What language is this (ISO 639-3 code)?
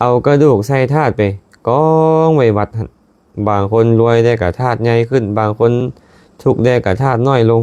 lao